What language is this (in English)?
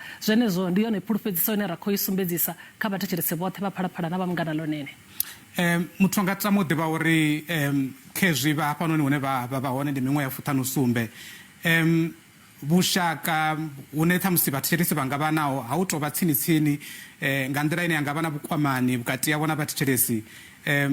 Venda